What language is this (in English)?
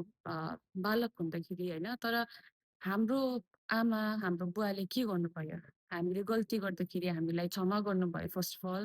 Nepali